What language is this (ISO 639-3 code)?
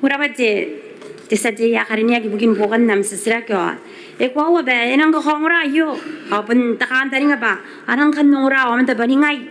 gil